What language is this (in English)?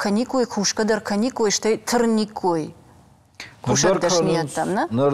Ossetic